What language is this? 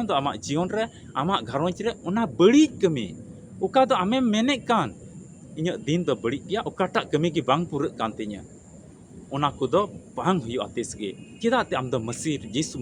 Santali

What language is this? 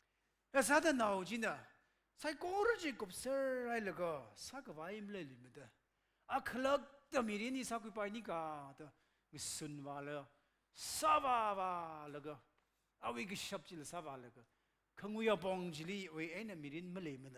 Tangkhul Naga (India)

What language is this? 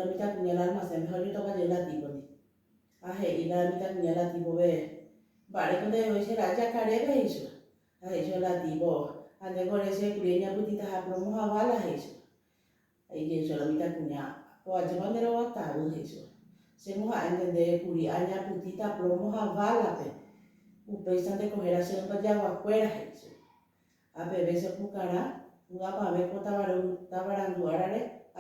Guarani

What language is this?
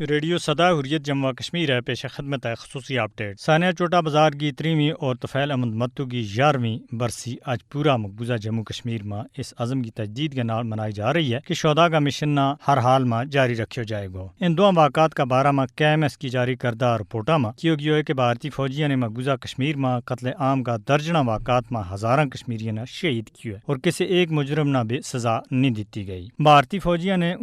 Gujari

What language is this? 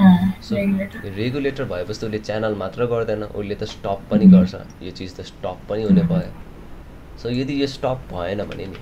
Nepali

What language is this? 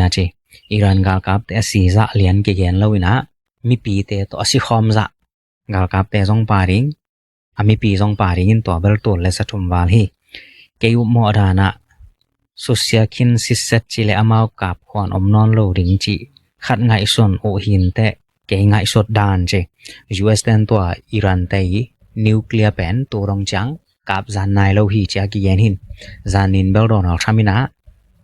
Tedim Chin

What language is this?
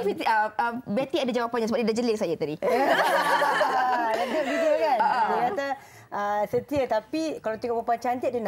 Malay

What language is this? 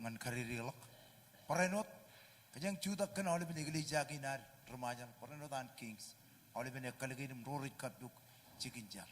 Marshallese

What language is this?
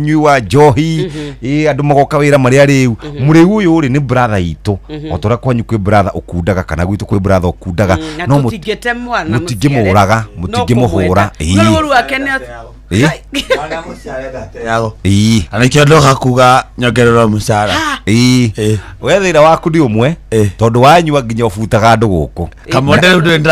Kikuyu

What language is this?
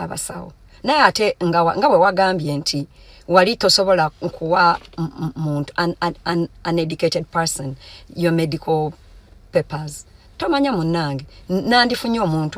Ganda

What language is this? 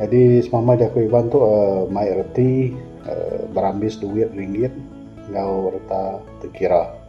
Iban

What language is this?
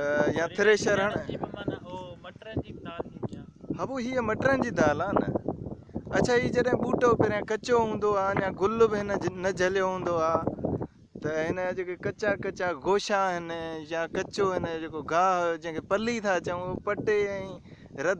Sindhi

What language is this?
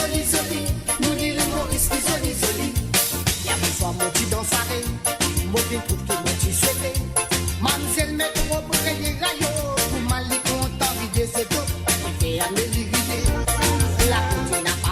Morisyen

